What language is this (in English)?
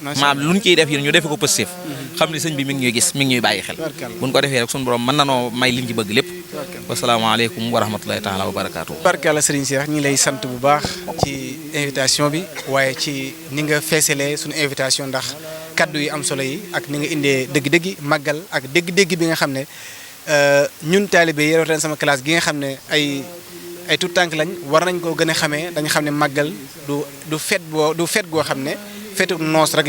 Wolof